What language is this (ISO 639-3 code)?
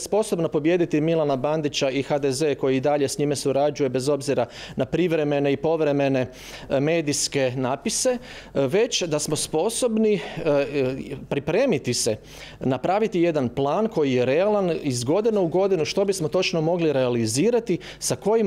hrv